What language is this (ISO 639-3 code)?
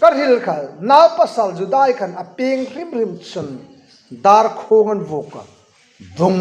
hmr